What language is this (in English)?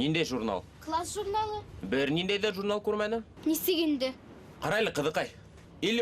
Bashkir